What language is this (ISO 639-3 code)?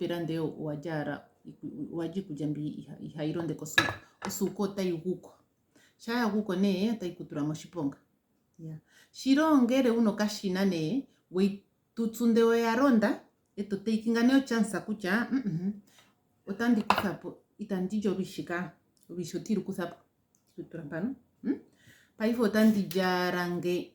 ndo